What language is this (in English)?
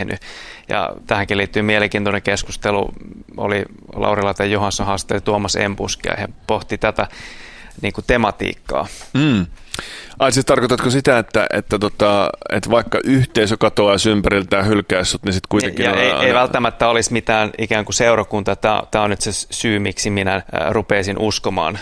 Finnish